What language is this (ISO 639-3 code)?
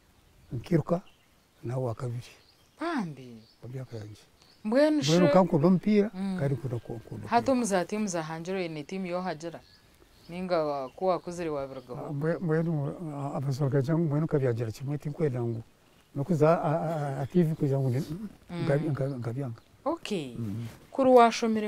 nyn